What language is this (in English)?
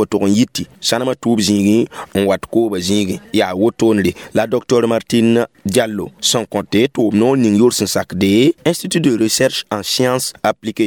Mossi